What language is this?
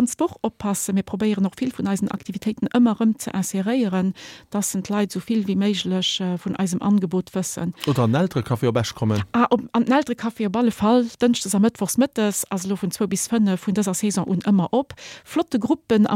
Luxembourgish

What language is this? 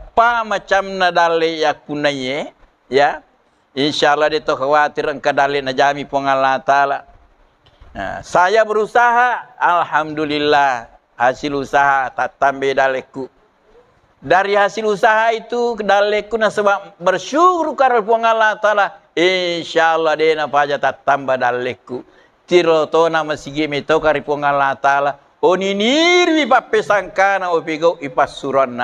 Buginese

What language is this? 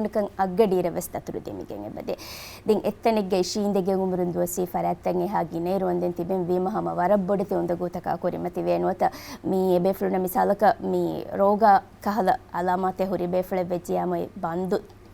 Divehi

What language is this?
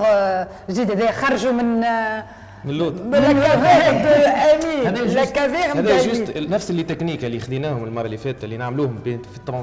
Tunisian Arabic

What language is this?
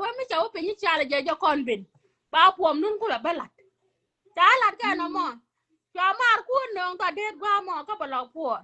Nuer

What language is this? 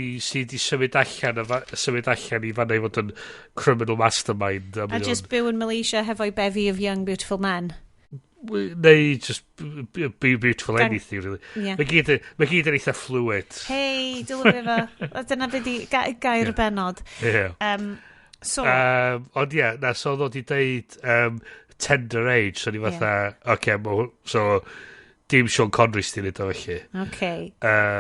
Welsh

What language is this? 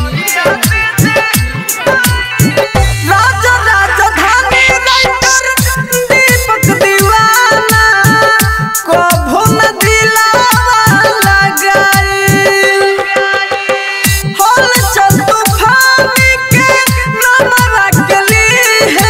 Bhojpuri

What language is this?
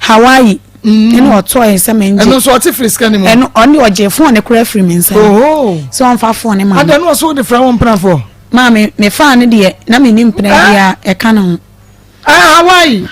Akan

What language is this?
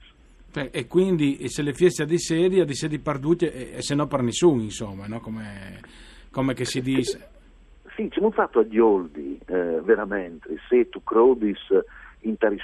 Friulian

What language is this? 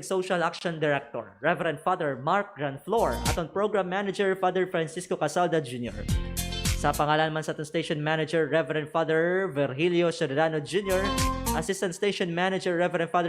Hiligaynon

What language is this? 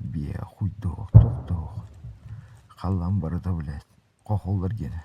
Yakut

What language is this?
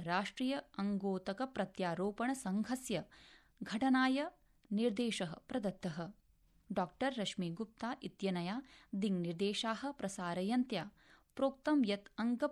Sanskrit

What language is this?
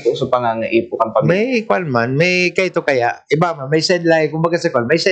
Bikol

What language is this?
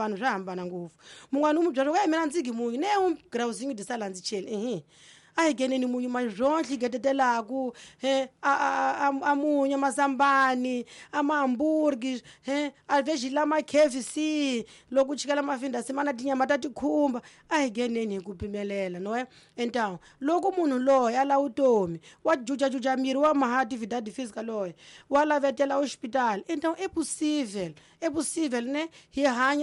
Tsonga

